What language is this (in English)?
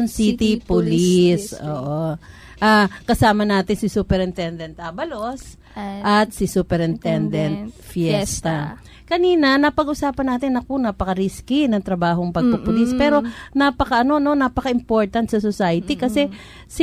Filipino